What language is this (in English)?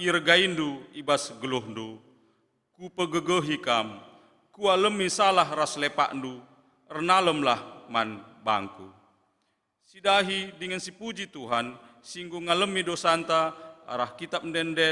Batak Karo